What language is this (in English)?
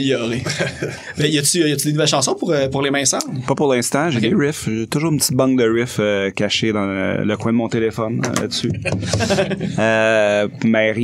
French